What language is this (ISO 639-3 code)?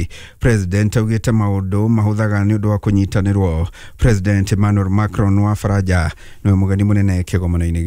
kik